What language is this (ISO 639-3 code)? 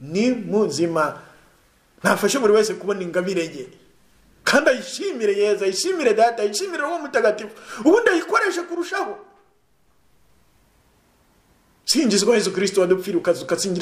kin